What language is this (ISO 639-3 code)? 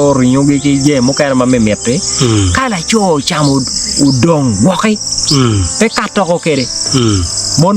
ach